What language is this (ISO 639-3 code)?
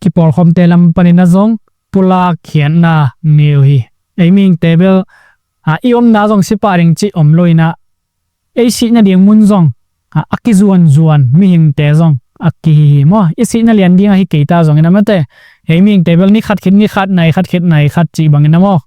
ctd